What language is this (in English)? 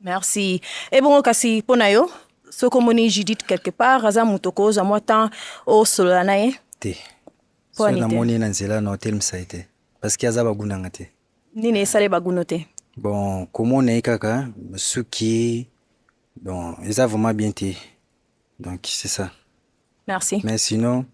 Lingala